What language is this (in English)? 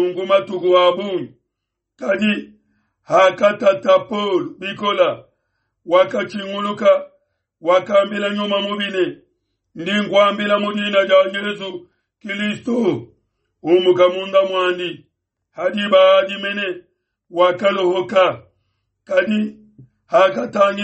Luba-Lulua